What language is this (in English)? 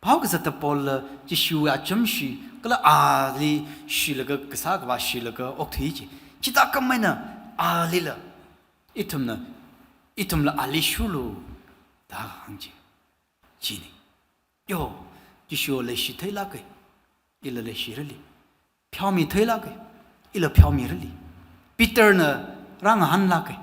Tangkhul Naga (India)